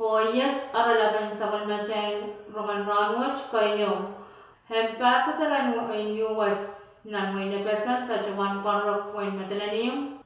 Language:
Pohnpeian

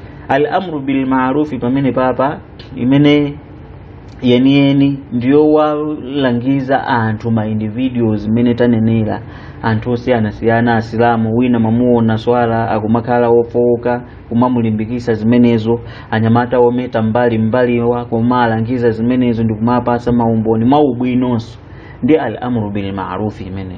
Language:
Nyanja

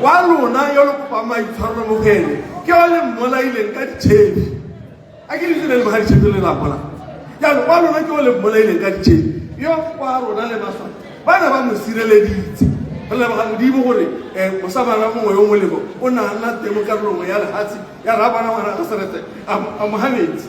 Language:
Tswana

